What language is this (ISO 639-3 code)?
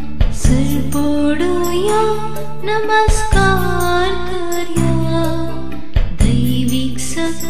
kok